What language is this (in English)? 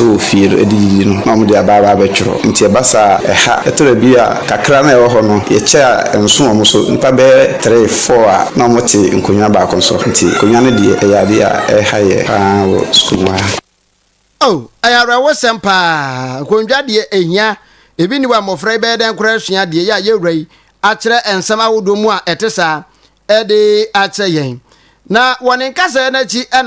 Akan